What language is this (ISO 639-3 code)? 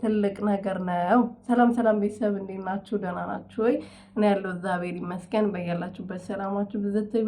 amh